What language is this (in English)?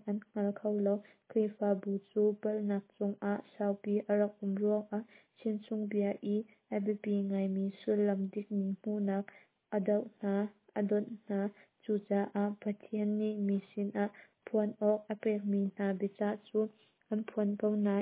Hakha Chin